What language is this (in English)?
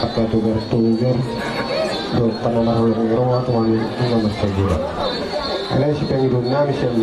Batak Toba